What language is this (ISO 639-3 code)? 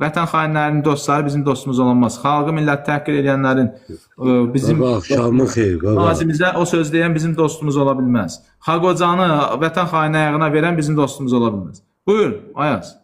aze